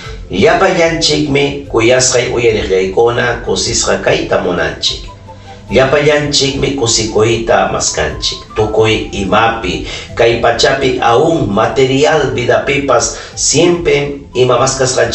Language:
Ayacucho Quechua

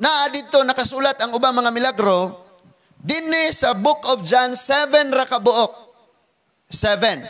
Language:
Cebuano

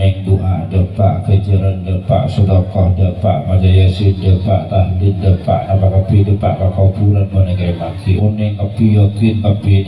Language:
Madurese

